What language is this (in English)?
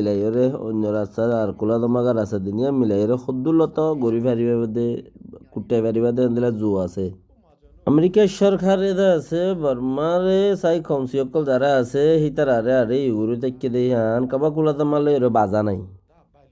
Rohingya